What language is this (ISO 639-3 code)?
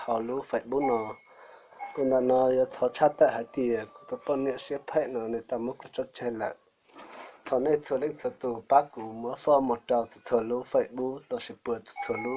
hmn